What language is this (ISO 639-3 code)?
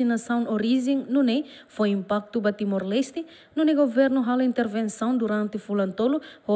tet